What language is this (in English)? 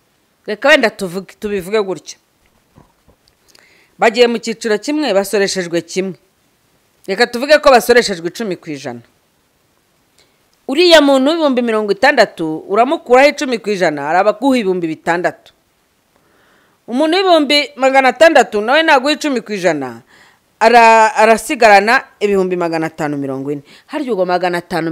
Kinyarwanda